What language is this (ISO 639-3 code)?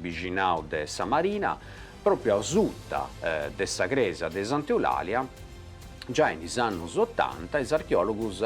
srd